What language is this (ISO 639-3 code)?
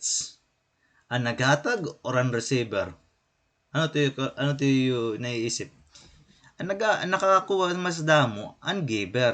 war